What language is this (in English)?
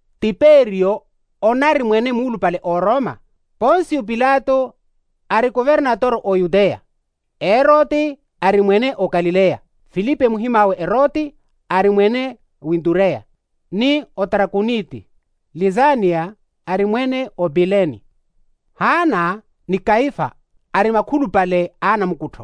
Makhuwa